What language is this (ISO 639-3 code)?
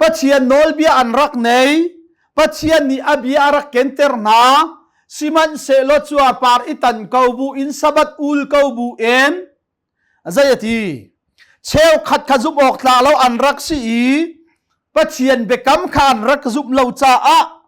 cnh